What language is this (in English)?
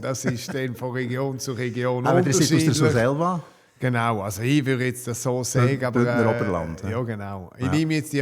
Swiss German